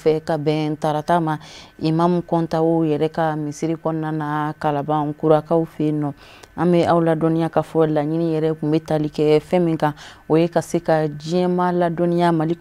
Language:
Bambara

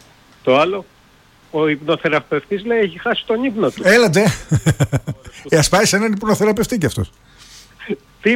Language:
Greek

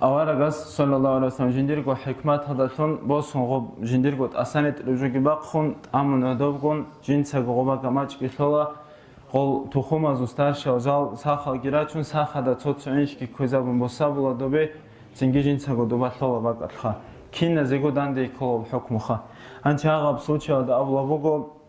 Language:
Avaric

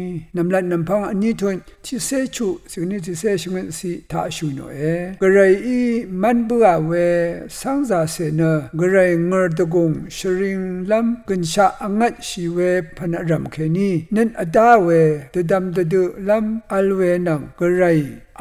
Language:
Rawang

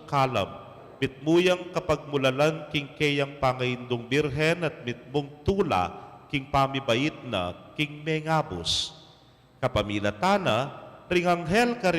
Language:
Pampanga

